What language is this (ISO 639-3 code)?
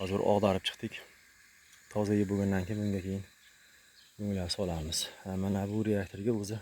uzb